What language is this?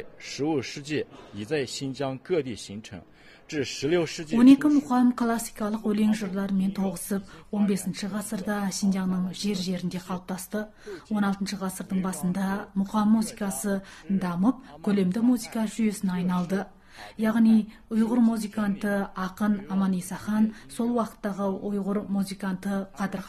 Kazakh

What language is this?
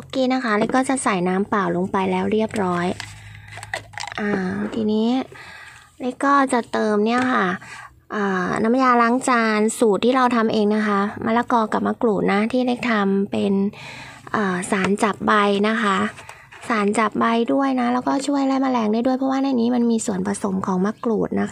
Thai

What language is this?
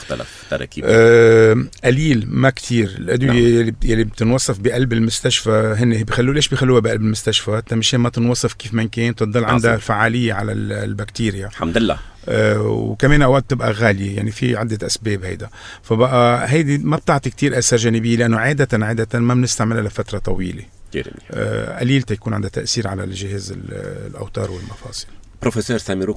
North Levantine Arabic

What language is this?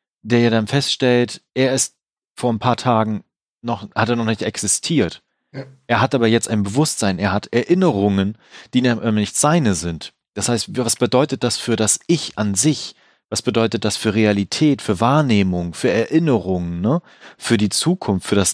German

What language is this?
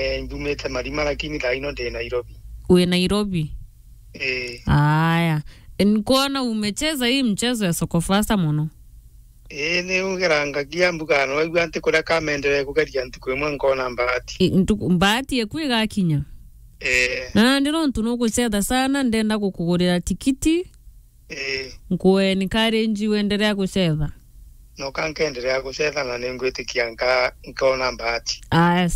Meru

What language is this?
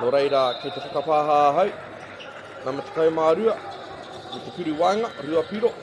Māori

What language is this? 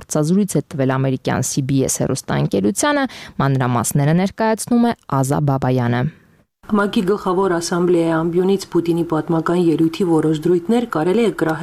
Armenian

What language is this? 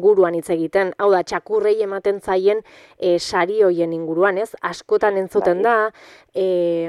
Basque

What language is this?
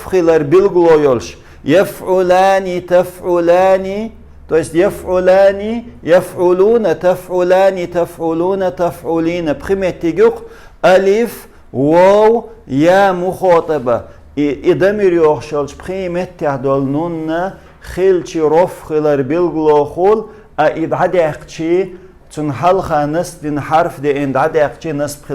Chechen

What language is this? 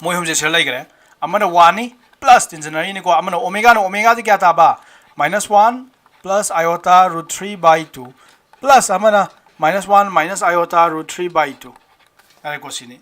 Manipuri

